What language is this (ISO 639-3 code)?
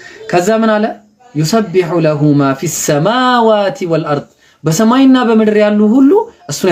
amh